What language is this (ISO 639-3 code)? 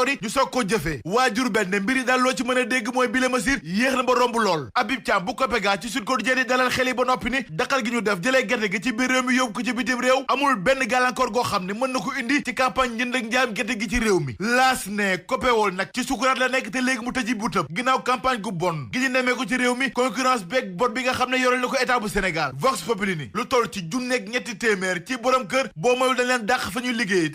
wol